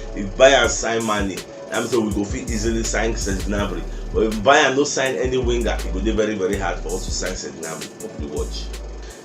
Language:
Nigerian Pidgin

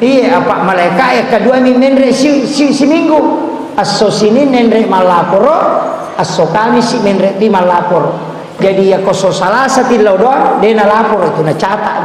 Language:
Buginese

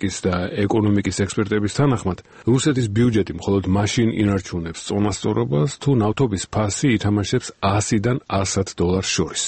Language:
Georgian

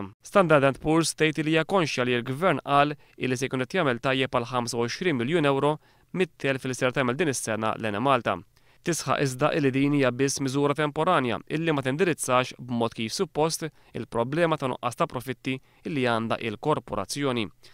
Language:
Maltese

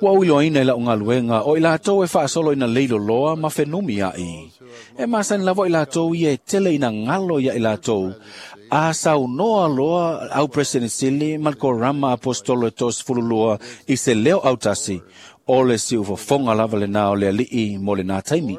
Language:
Samoan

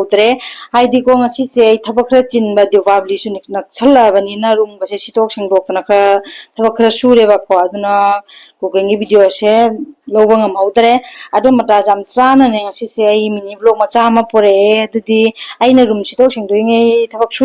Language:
Manipuri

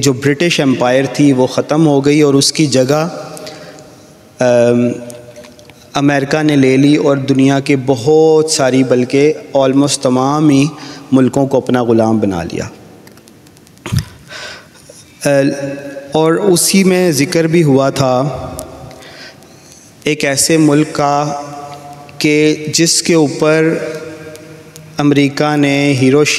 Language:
Urdu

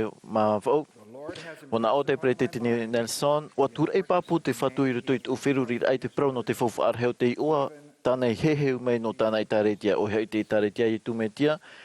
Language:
Tahitian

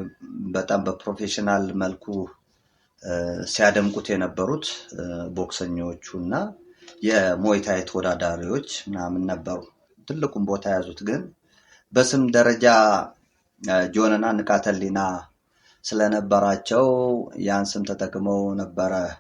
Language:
Amharic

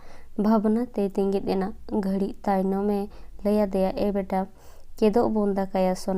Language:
Santali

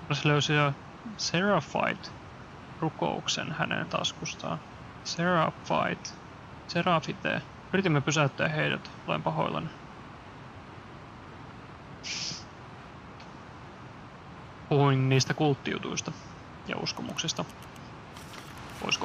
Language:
Finnish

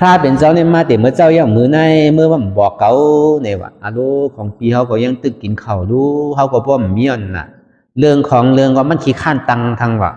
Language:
Shan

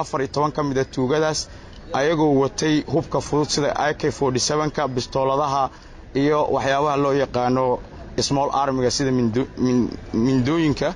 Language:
Somali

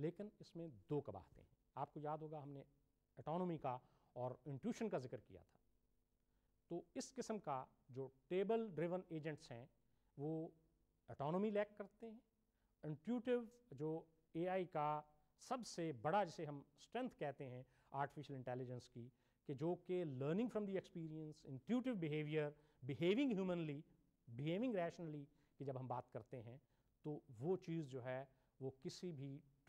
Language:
Urdu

